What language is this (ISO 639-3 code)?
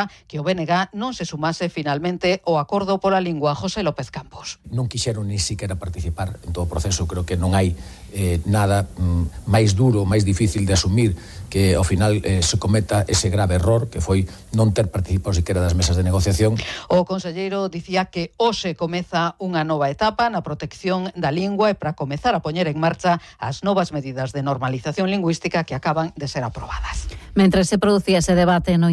glg